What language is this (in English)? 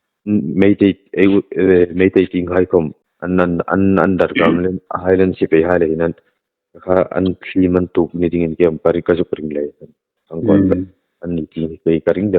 Hmar